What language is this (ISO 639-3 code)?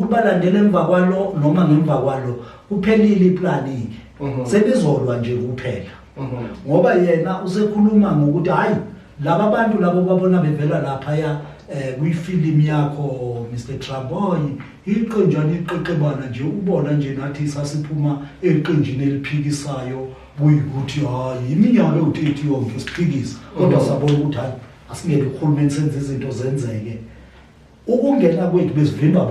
zul